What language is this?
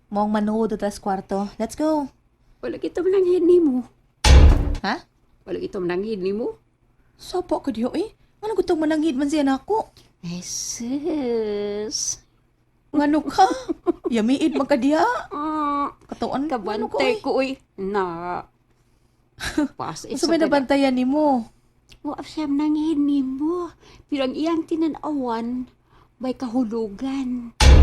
Cebuano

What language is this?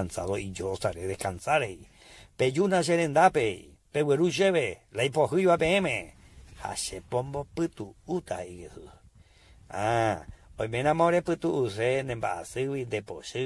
Guarani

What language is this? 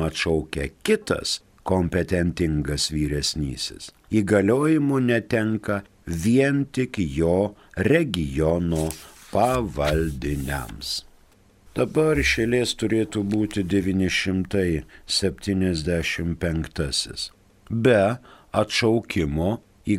Lithuanian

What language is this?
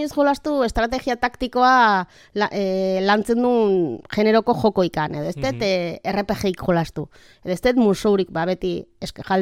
Basque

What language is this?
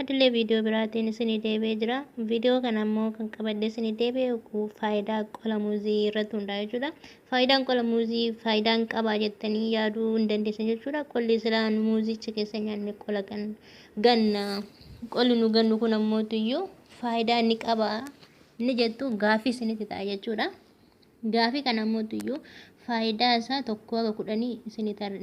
Oromo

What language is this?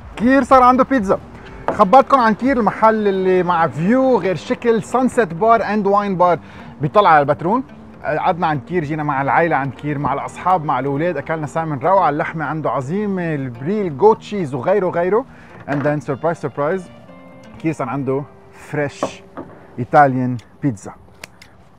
North Levantine Arabic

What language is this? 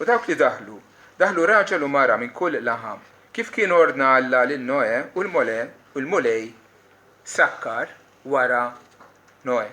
Maltese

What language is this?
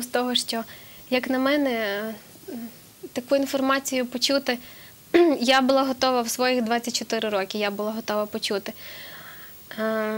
Ukrainian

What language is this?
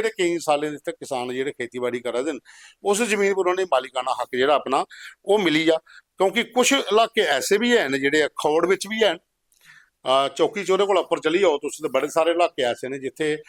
Dogri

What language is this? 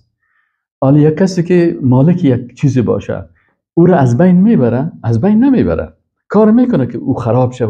Persian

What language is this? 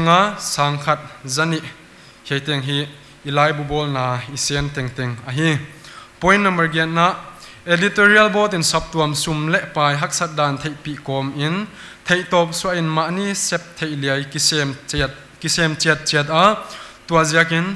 Paite Chin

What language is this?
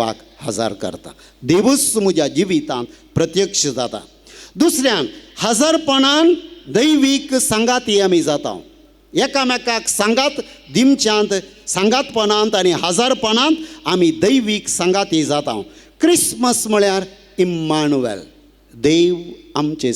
Konkani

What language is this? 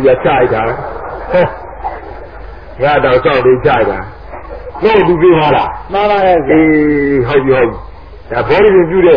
Burmese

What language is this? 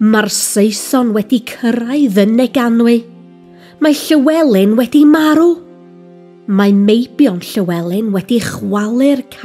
Welsh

